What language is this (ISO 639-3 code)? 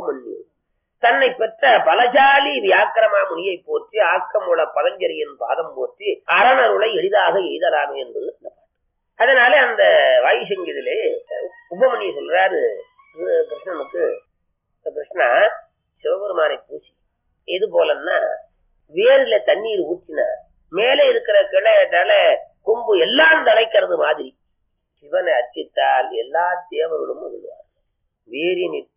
tam